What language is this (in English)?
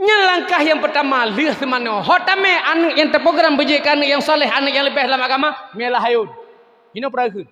Achinese